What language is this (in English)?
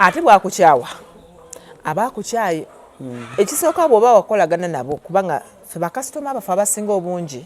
Ganda